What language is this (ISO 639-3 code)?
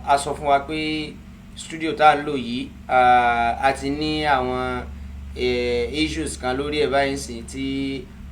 yor